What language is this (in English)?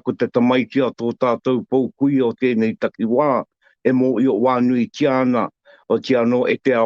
Māori